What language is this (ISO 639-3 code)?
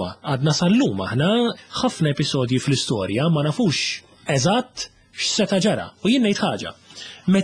mlt